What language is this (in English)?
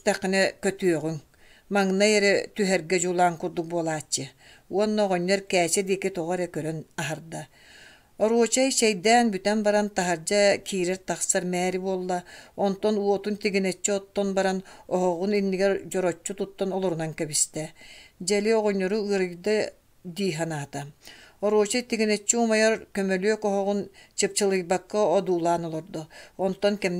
Yakut